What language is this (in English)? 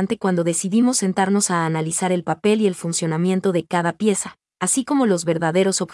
Spanish